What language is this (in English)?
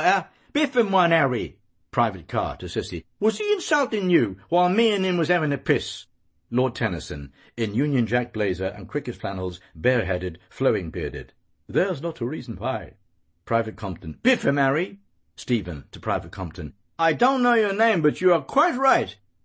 English